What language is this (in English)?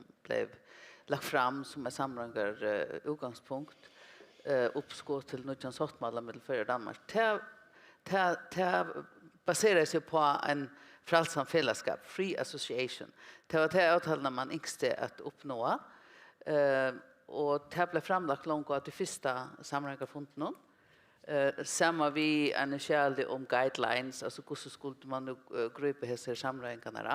Faroese